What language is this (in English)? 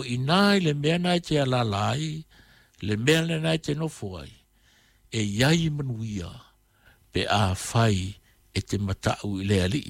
Samoan